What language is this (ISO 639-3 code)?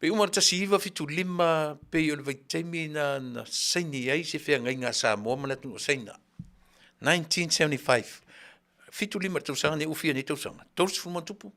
smo